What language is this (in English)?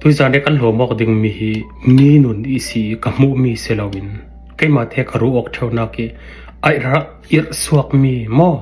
Falam Chin